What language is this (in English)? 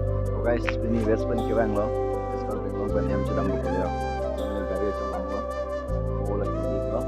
Karbi